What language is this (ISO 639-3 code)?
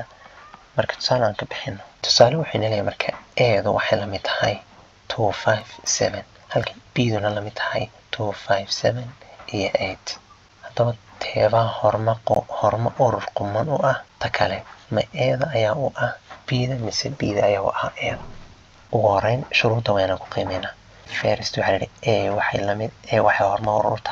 som